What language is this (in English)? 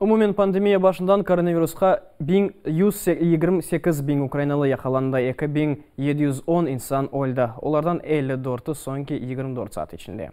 Crimean Tatar